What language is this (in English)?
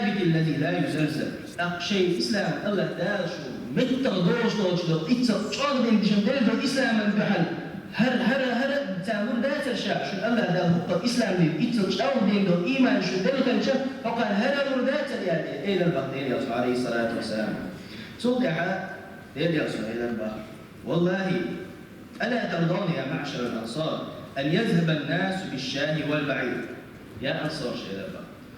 Chechen